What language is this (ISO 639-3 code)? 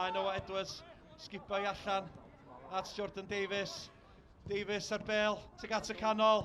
cym